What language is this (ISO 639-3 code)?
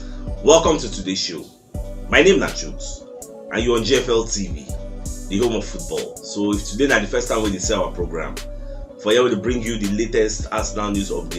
pcm